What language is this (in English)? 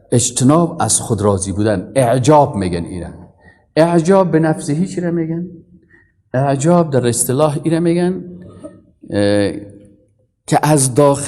Persian